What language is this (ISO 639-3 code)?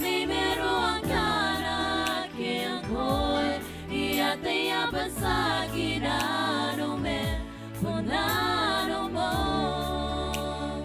gil